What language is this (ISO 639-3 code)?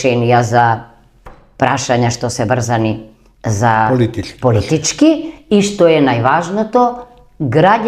mkd